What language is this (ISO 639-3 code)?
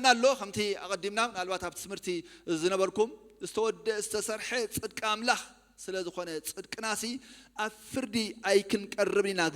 tir